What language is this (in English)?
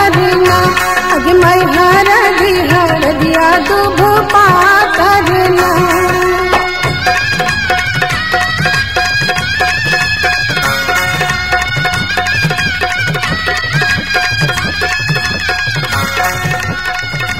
Bhojpuri